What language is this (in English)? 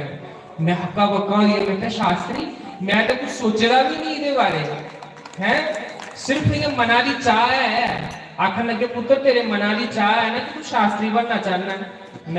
Dogri